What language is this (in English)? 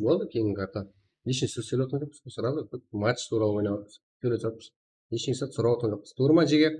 Kara-Kalpak